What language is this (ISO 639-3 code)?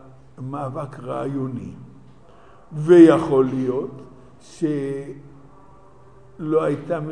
heb